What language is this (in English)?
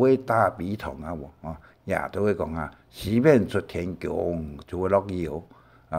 Hakka Chinese